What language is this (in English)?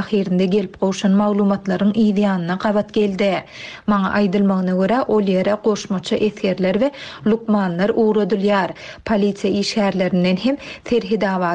Turkmen